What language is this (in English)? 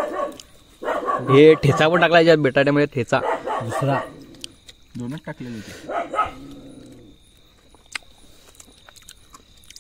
Marathi